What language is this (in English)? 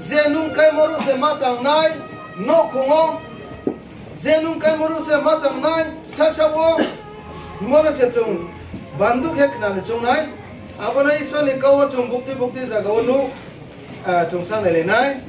Riang (India)